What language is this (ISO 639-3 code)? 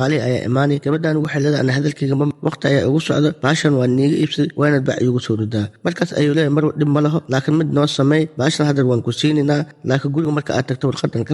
som